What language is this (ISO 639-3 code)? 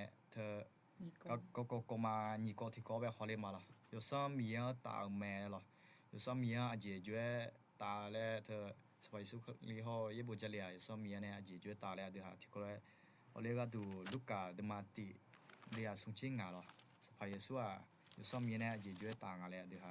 ahk